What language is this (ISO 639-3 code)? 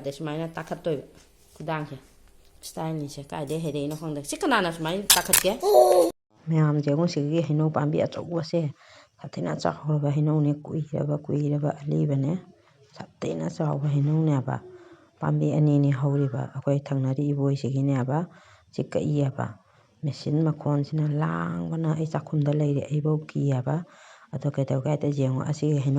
mni